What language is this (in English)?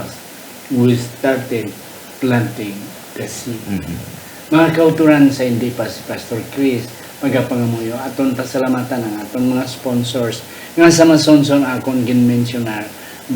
Hiligaynon